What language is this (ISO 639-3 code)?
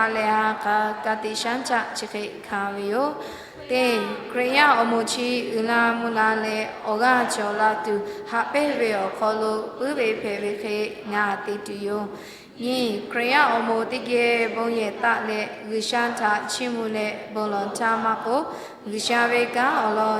lhu